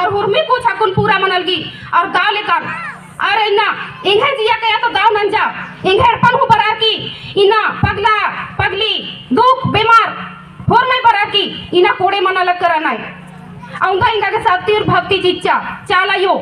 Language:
Kurukh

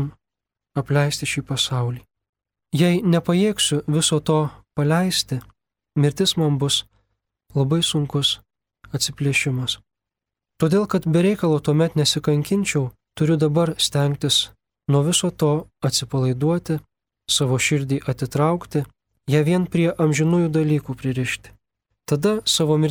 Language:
Lithuanian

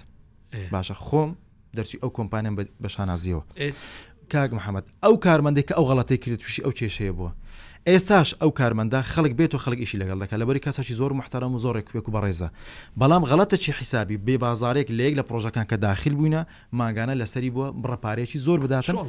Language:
Central Kurdish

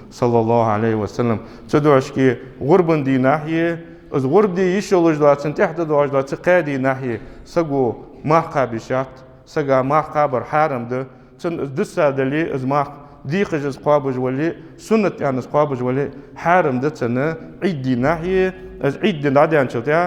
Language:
Ingush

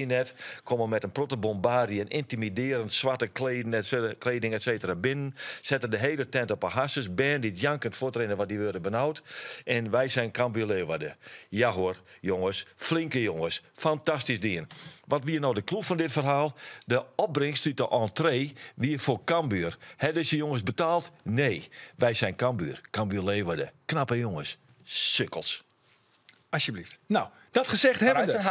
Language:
Western Frisian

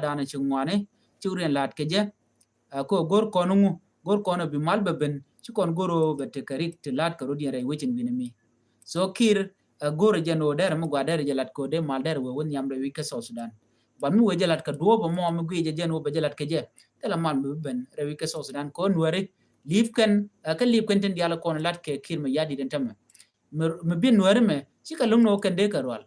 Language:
Nuer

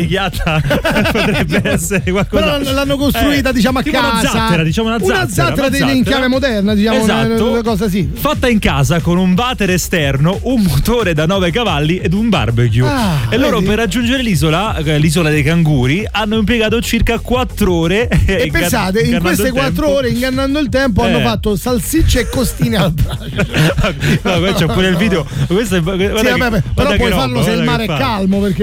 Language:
Italian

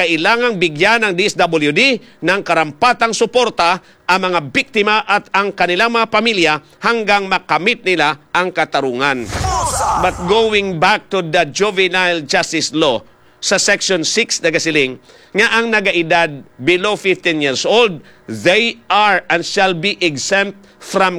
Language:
Filipino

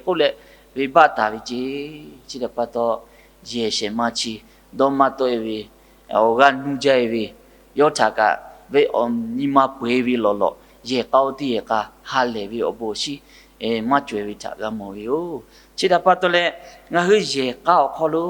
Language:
Lahu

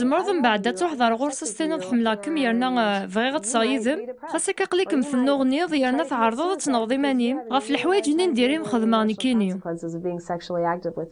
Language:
Kabyle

